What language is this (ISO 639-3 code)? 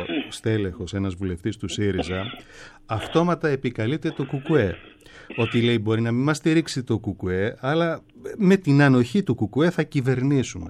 ell